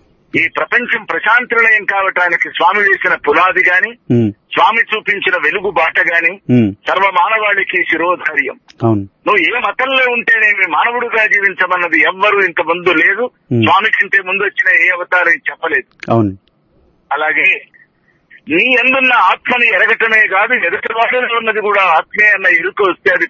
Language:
Telugu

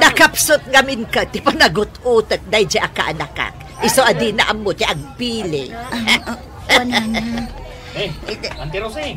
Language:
Iloko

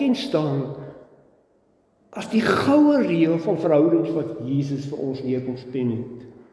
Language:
Afrikaans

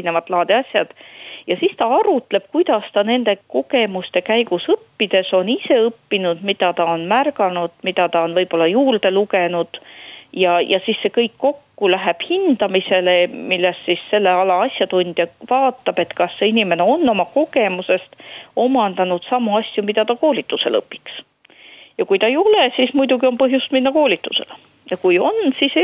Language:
Estonian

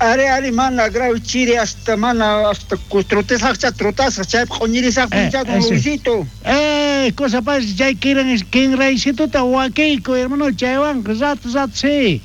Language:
South Bolivian Quechua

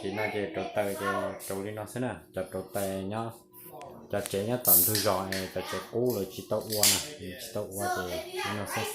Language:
Hmong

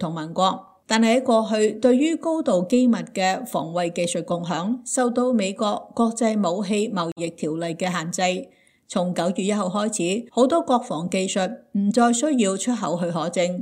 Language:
Cantonese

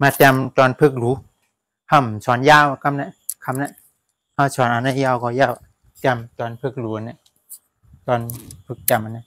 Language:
Shan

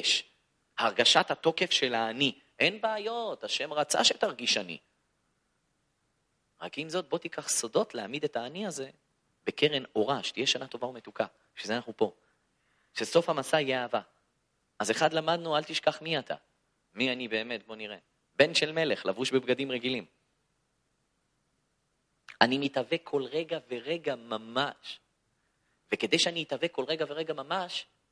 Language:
Hebrew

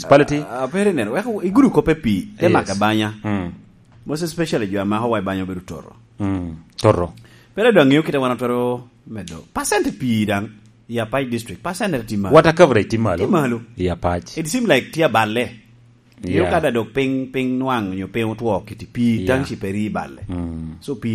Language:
Lango (Uganda)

